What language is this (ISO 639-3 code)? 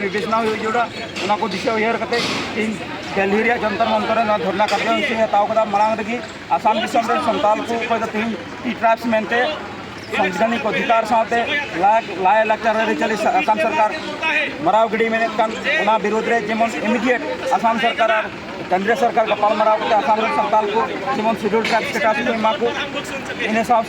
sat